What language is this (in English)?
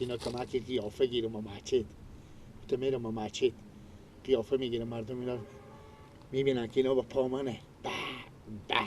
Persian